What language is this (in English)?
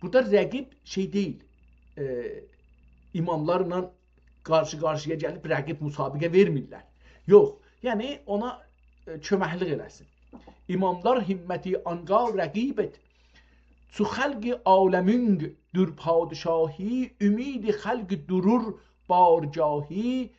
South Azerbaijani